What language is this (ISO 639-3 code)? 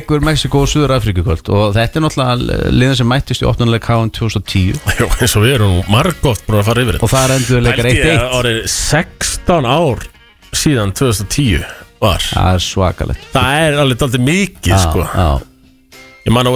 isl